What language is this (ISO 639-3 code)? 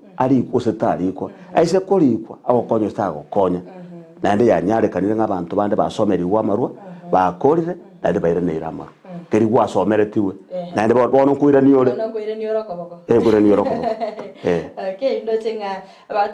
guz